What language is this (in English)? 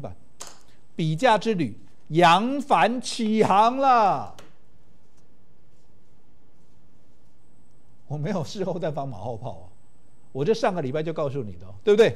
Chinese